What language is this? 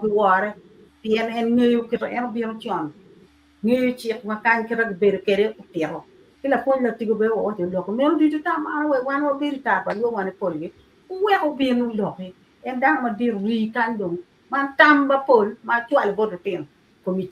Acoli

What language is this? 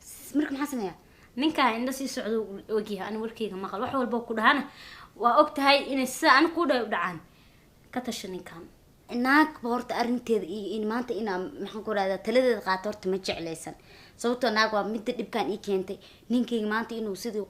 Somali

